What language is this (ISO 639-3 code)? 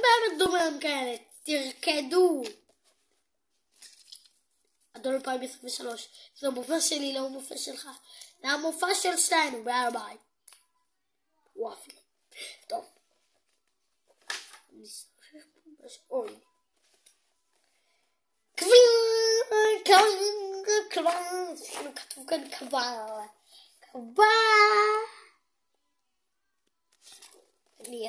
heb